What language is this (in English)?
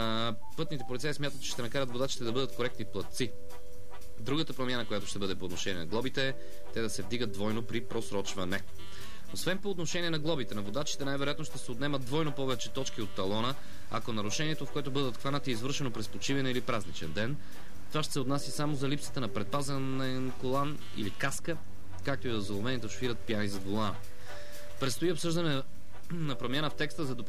Bulgarian